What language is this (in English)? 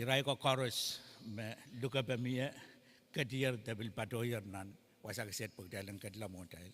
Pohnpeian